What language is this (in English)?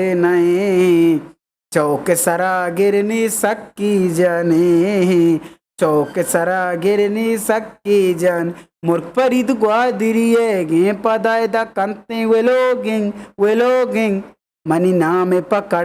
Eastern Balochi